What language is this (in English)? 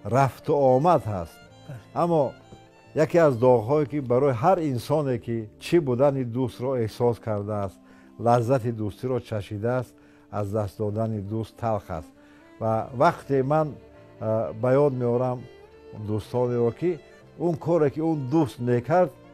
Tajik